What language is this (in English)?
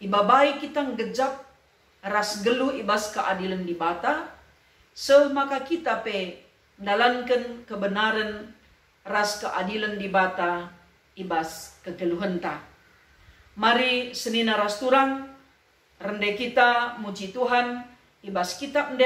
Batak Karo